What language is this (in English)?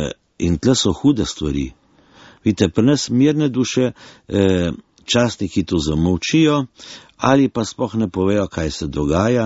Slovenian